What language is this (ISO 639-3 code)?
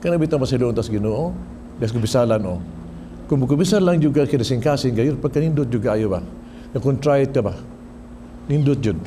ceb